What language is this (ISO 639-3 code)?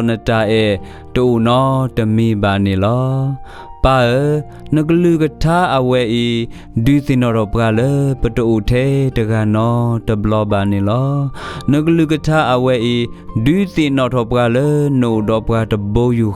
ksw